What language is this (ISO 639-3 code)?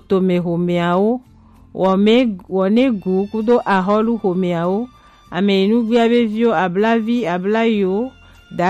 gej